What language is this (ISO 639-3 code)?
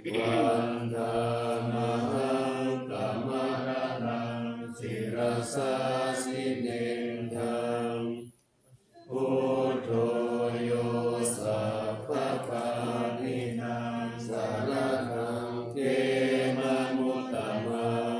pli